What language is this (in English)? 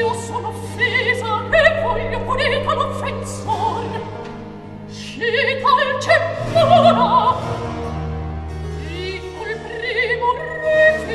Italian